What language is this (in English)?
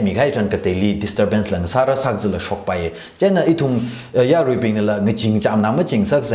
Tangkhul Naga (India)